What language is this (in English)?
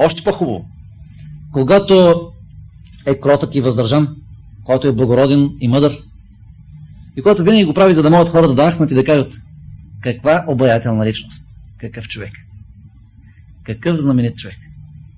Bulgarian